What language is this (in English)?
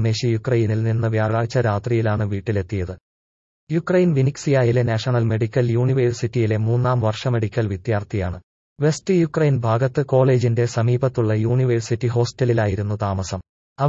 Malayalam